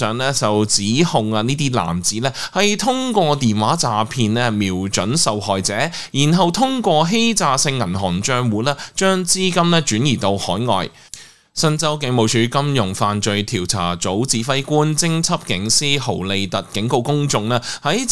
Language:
Cantonese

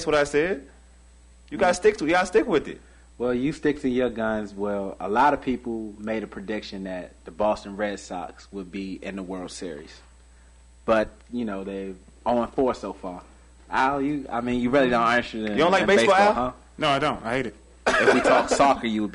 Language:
English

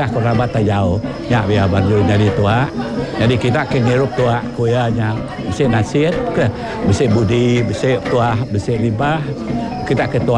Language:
Iban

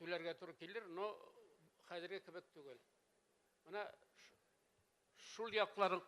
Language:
Tatar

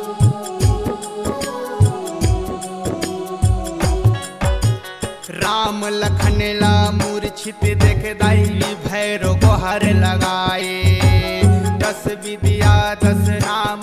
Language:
Chhattisgarhi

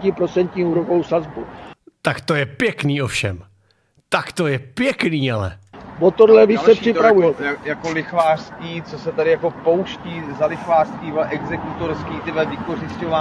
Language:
Czech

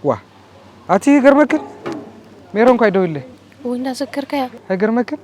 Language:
Tigrinya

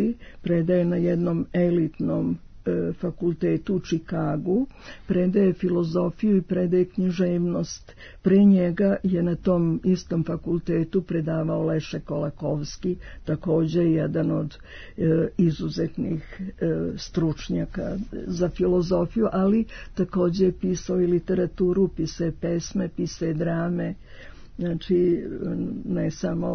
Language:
Serbian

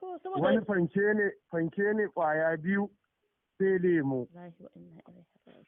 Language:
Hausa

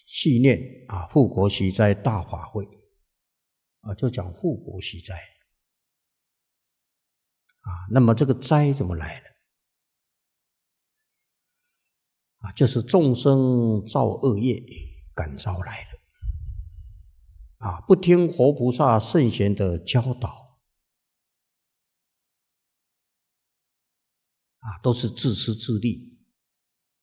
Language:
Chinese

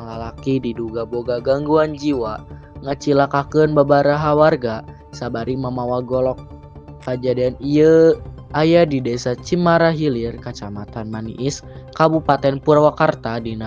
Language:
Sundanese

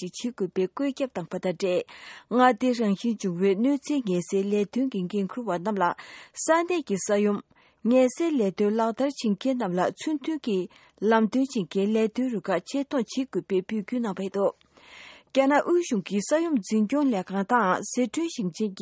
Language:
Tibetan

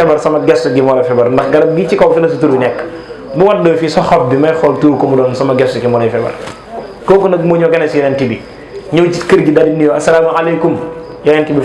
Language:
Wolof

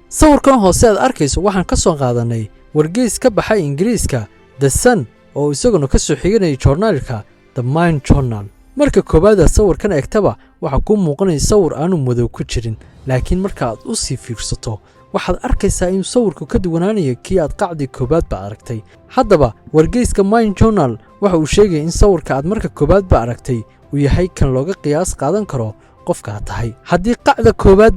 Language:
Somali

